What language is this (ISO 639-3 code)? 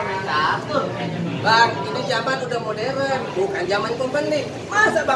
bew